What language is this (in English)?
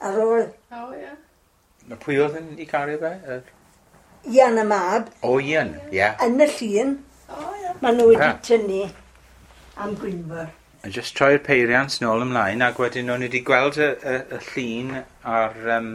Welsh